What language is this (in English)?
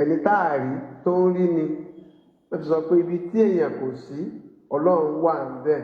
Yoruba